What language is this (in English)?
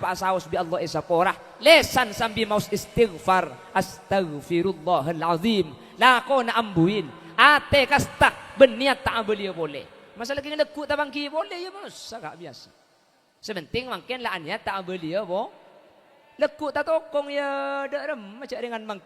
Madurese